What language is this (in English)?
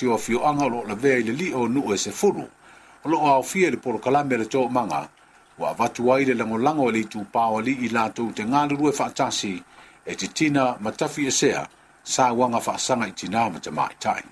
Samoan